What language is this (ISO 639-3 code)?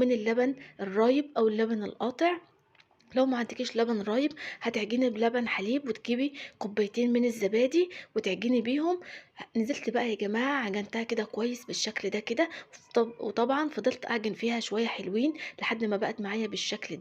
arz